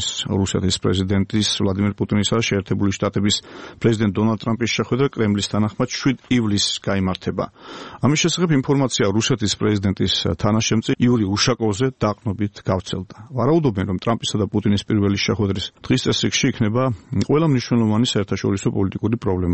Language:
Georgian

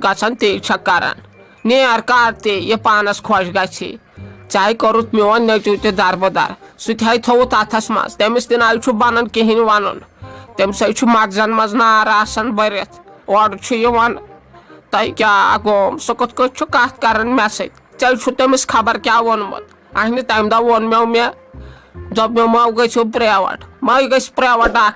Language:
Kashmiri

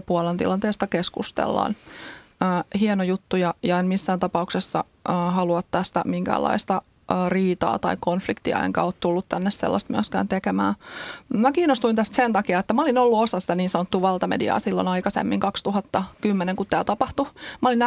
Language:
Finnish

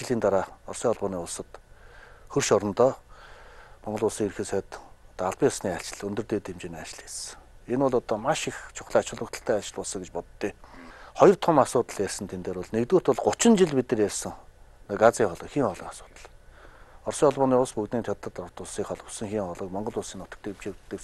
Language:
Mongolian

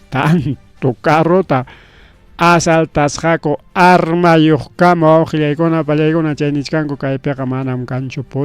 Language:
Ayacucho Quechua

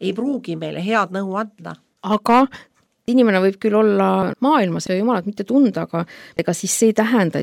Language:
Estonian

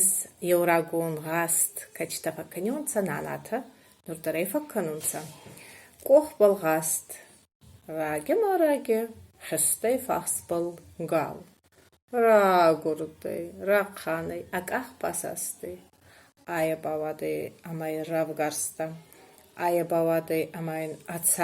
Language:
Ossetic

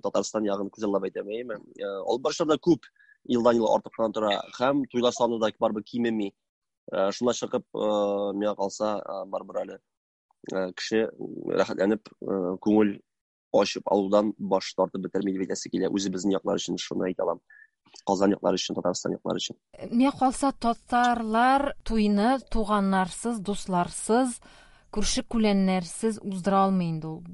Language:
Tatar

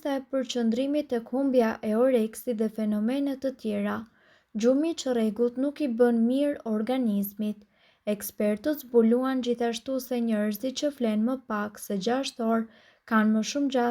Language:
Albanian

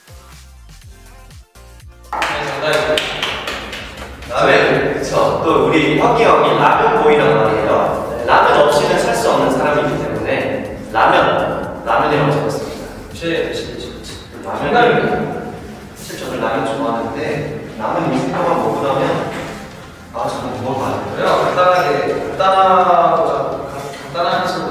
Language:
Korean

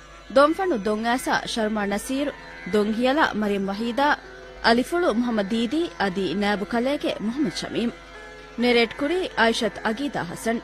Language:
Divehi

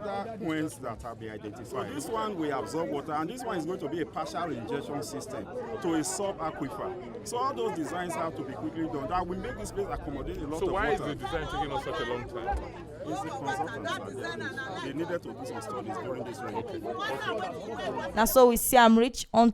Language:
Nigerian Pidgin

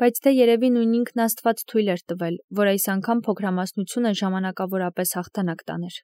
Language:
Armenian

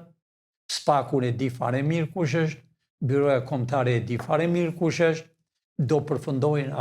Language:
Albanian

